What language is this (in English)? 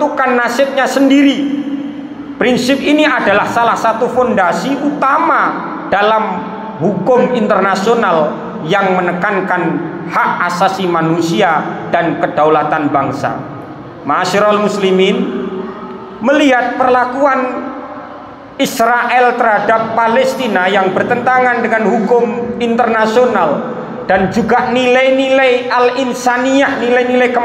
Indonesian